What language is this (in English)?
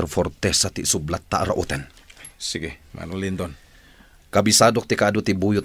Iloko